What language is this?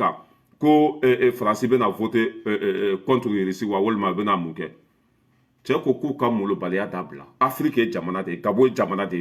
Bambara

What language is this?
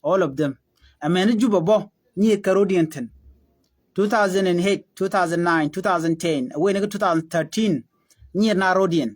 Nuer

